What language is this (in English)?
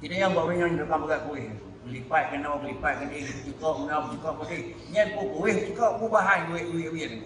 Achinese